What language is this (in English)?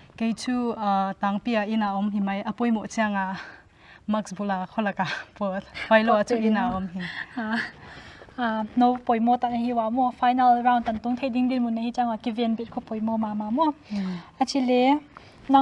Paite Chin